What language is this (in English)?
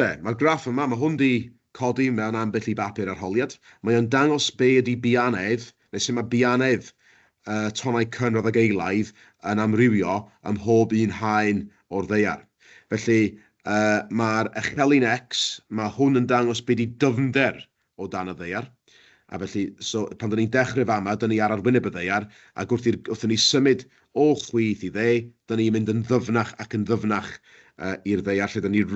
Welsh